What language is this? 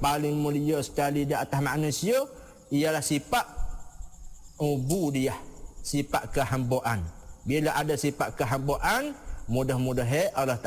Malay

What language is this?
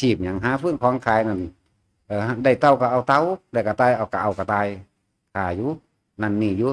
Northeastern Thai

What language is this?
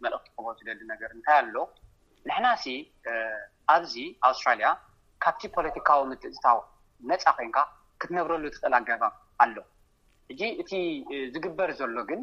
Tigrinya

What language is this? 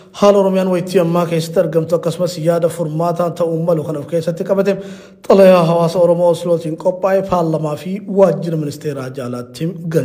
Oromo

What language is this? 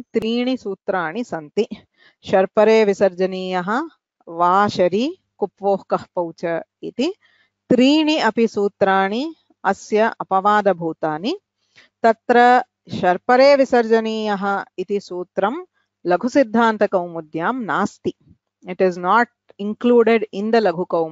Sanskrit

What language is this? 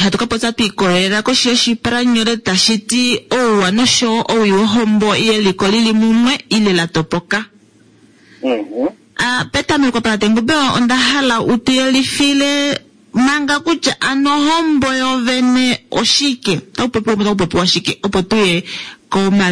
Kuanyama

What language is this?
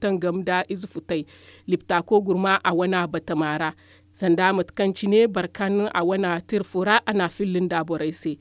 Zarma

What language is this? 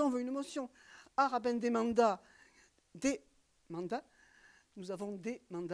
Occitan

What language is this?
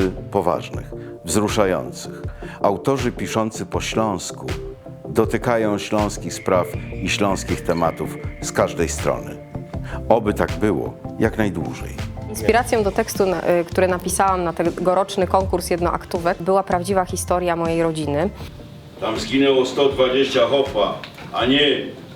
Silesian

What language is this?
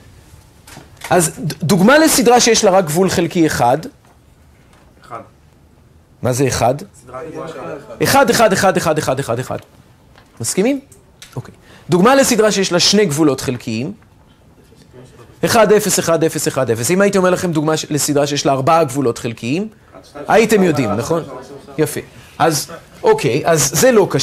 Hebrew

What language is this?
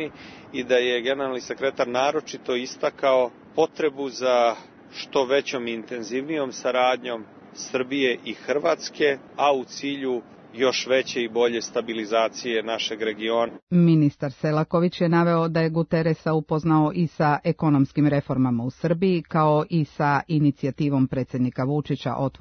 Serbian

